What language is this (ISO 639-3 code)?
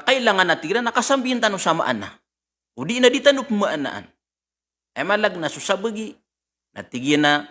mrw